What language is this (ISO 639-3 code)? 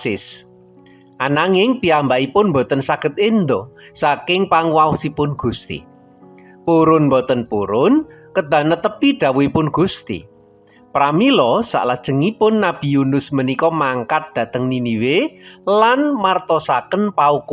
jav